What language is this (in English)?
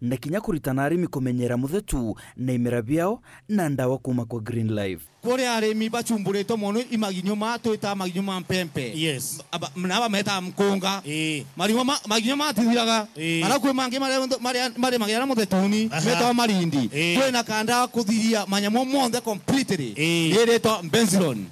Meru